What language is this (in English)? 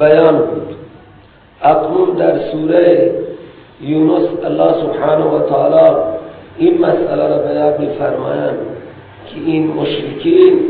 Persian